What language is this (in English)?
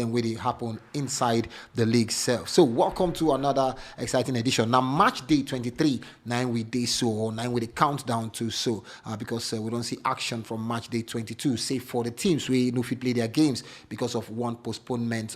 Nigerian Pidgin